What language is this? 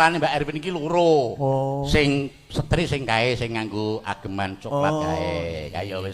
Javanese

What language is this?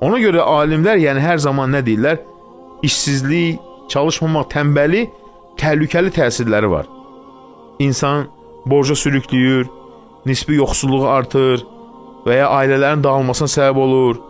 Azerbaijani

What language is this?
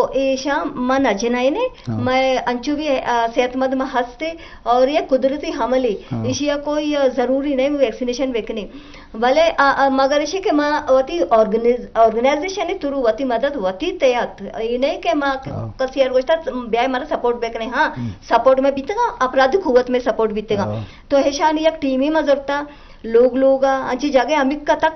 Eastern Balochi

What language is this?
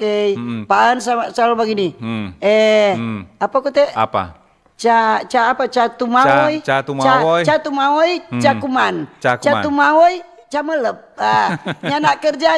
Manado Malay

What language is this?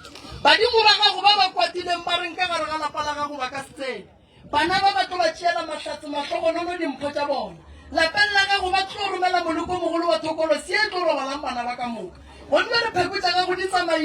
Northern Sotho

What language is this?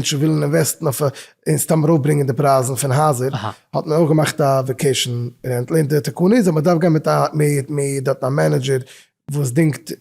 Yiddish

